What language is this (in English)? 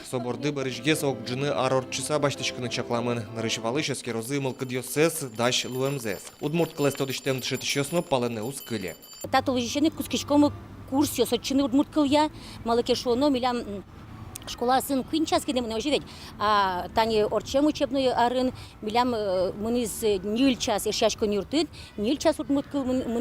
Udmurt